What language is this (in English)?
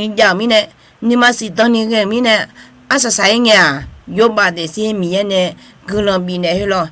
Akha